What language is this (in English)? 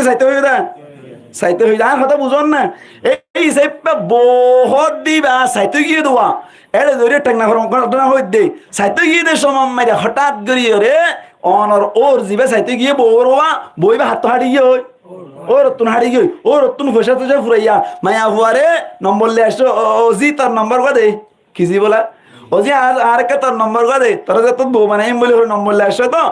Rohingya